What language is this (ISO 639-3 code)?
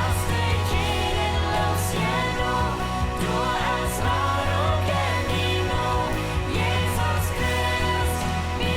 pdt